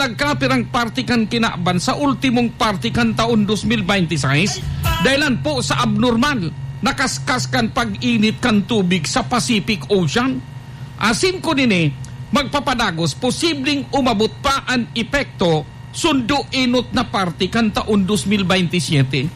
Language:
Bikol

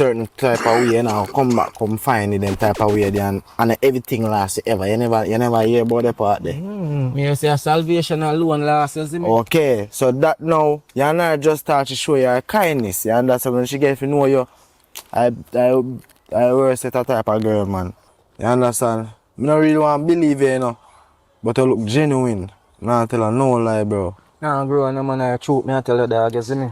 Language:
Jamaican Creole English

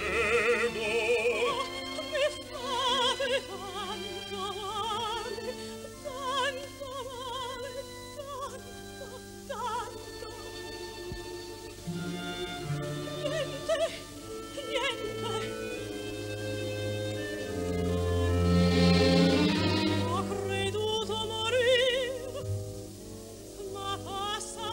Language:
Italian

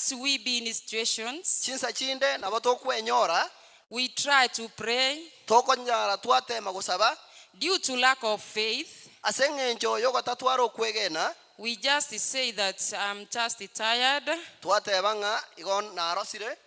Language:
Gusii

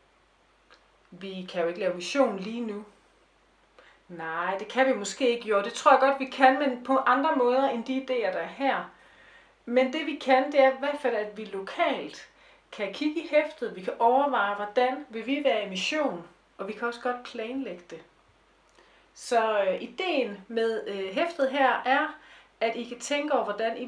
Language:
Danish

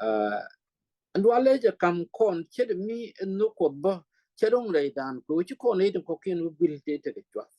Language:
Nuer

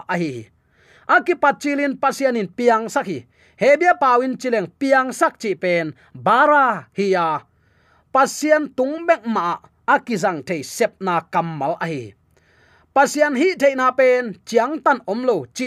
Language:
Tedim Chin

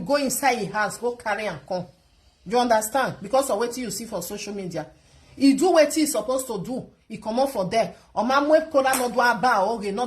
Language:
Nigerian Pidgin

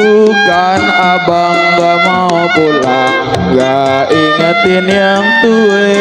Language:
Betawi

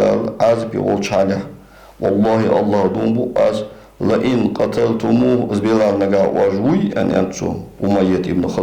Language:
Ingush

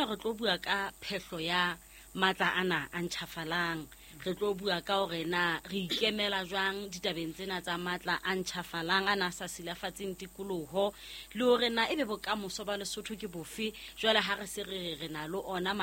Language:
Southern Sotho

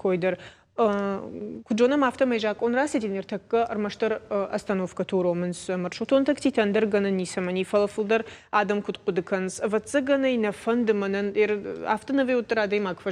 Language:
Ossetic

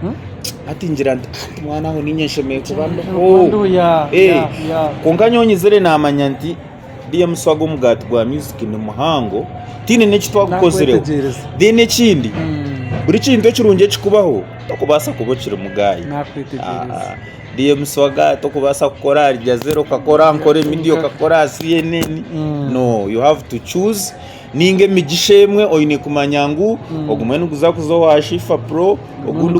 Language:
Nyankole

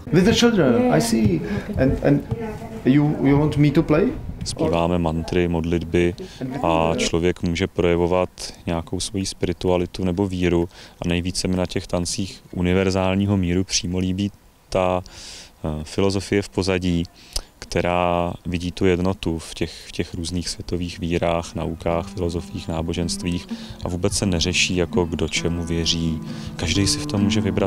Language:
Czech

